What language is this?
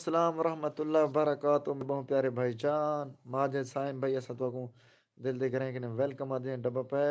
Saraiki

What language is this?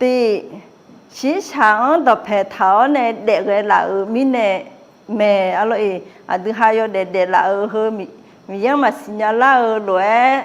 Akha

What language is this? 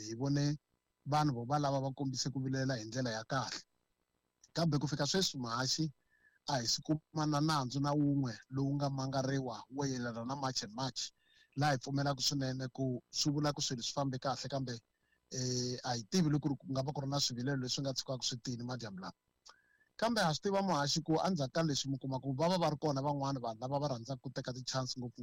Tsonga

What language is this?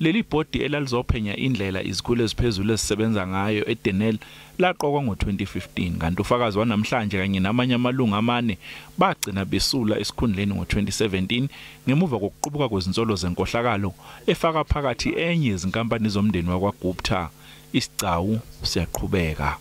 Zulu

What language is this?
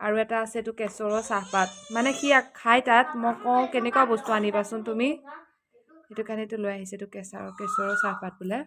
Assamese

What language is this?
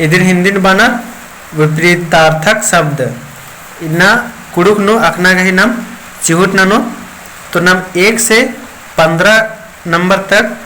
Kurukh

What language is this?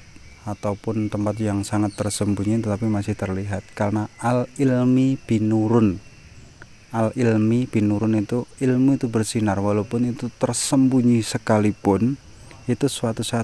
Indonesian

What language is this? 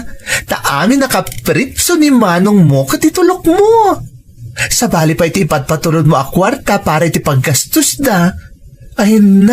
Iloko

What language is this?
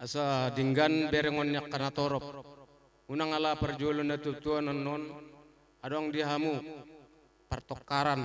Batak Karo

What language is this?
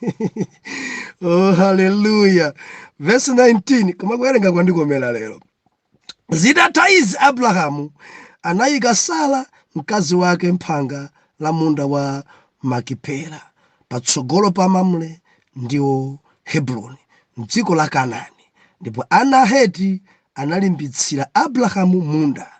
Nyanja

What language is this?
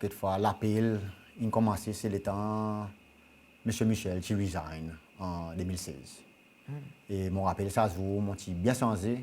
Seselwa Creole French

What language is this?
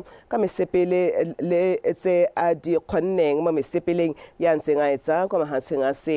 Tswana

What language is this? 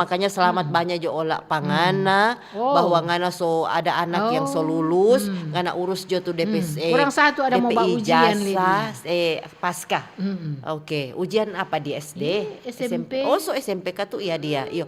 Manado Malay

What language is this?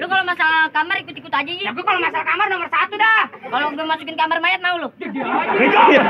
Betawi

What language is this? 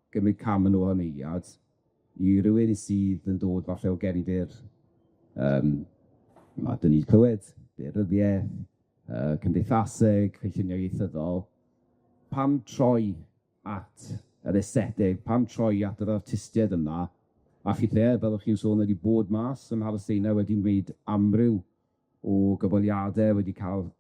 Welsh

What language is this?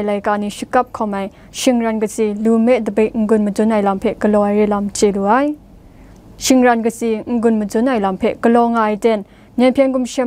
Kachin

